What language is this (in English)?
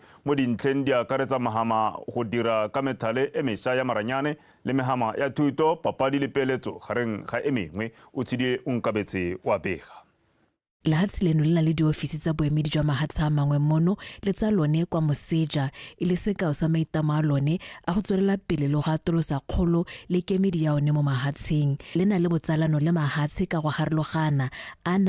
Tswana